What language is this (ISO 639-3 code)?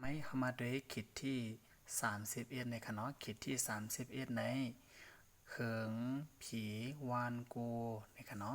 shn